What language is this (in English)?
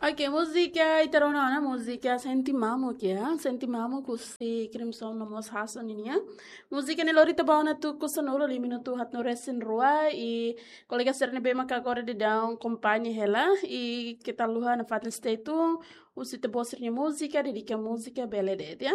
Tetum